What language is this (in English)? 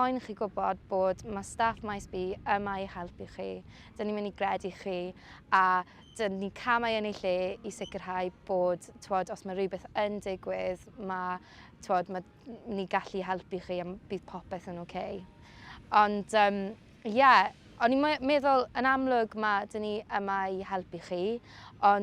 Welsh